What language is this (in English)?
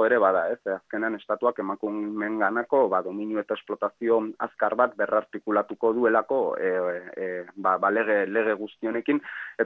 Basque